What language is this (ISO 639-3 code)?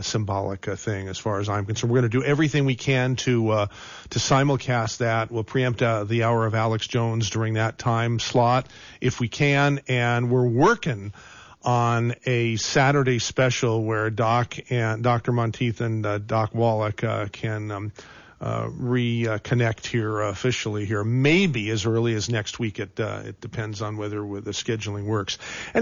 eng